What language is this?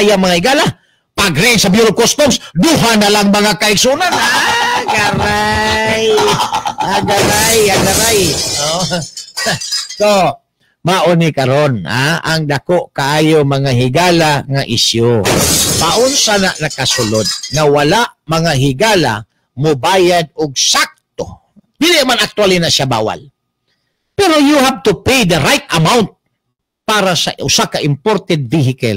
Cebuano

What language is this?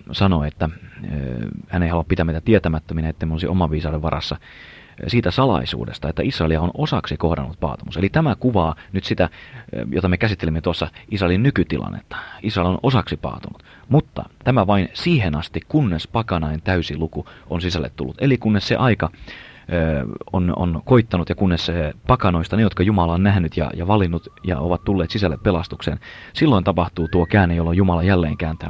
Finnish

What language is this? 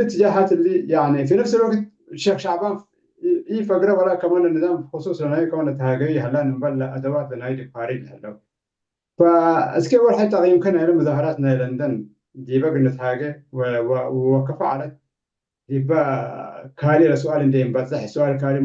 Tigre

